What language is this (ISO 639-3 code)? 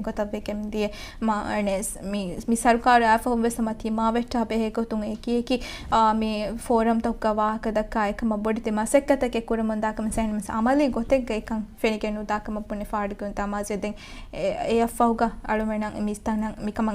div